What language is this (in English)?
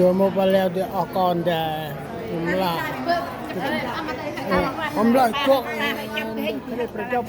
Central Mnong